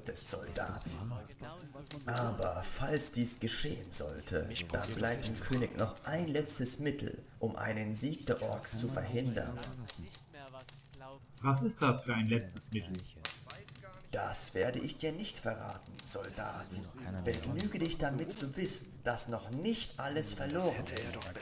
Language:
German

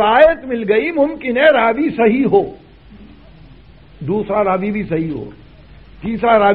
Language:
Urdu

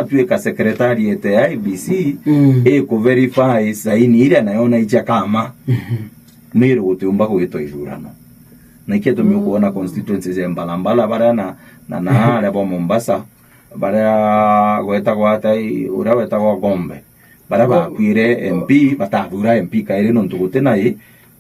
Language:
Meru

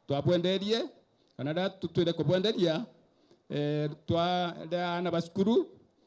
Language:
Meru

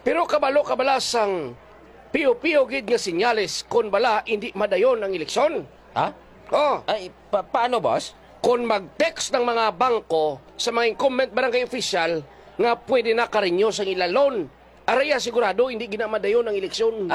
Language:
Hiligaynon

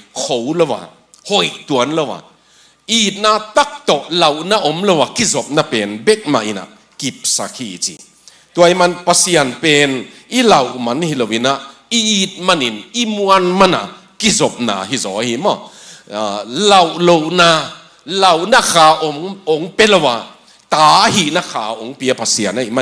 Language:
Tedim Chin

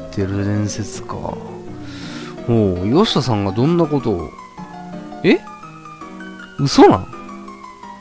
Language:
Japanese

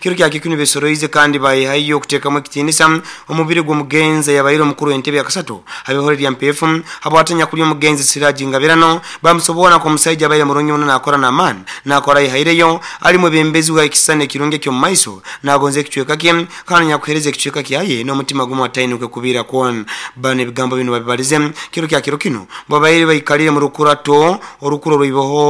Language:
Nyoro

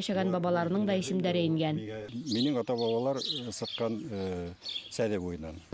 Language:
Bashkir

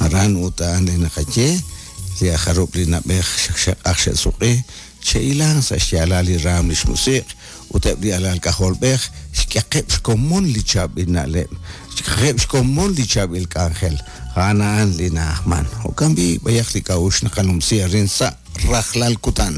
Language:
Kekchí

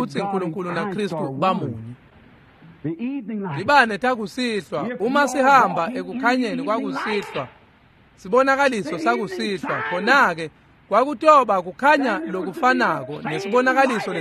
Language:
Swati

